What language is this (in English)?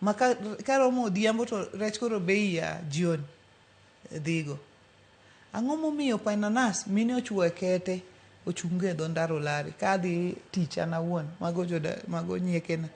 Luo (Kenya and Tanzania)